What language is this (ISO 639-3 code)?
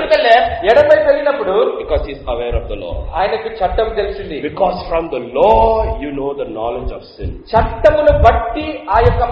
tel